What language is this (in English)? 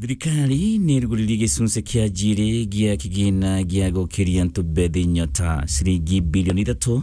Meru